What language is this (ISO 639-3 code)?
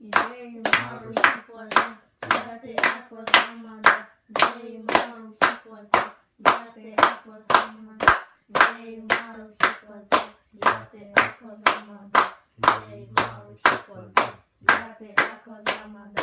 bel